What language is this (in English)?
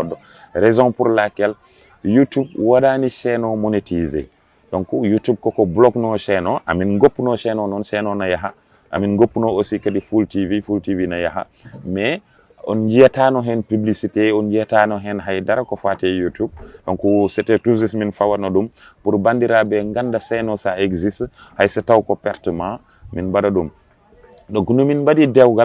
Fula